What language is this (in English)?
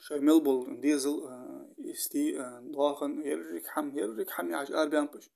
Ingush